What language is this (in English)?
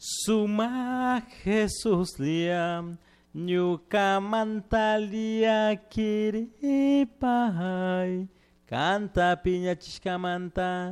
Chimborazo Highland Quichua